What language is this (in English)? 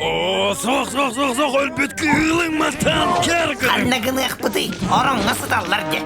Yakut